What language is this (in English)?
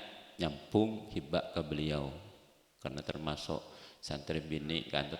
Madurese